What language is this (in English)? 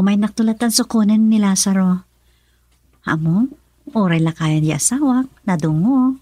Iloko